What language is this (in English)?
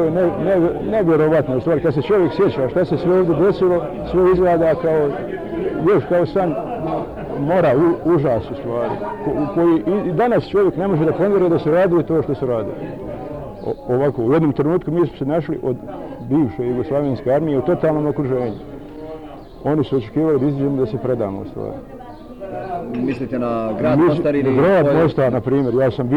Bosnian